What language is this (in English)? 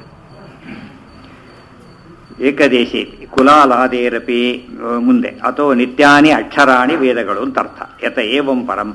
Kannada